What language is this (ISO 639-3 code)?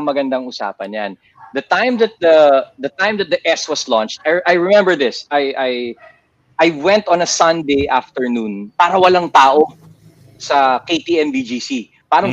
fil